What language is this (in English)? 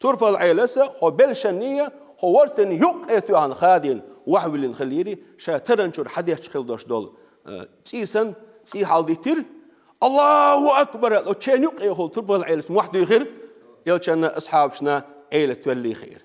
Chechen